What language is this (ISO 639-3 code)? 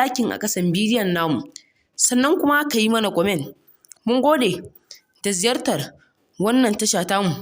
hau